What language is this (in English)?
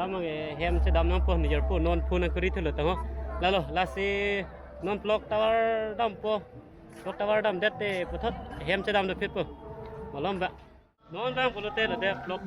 Karbi